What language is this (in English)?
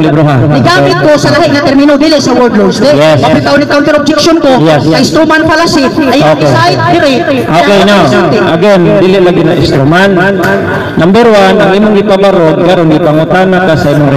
Cebuano